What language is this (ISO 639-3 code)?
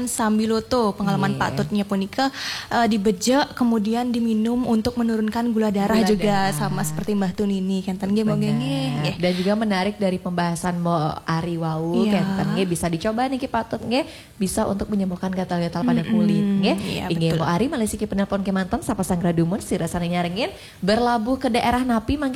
ban